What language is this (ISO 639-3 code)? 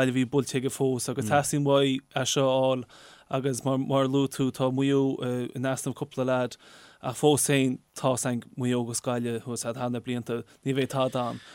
gle